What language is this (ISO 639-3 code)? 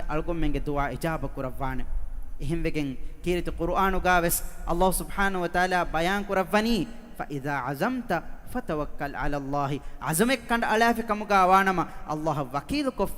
div